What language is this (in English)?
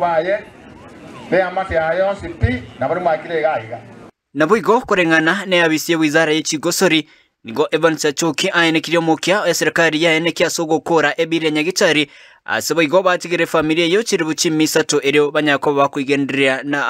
Gusii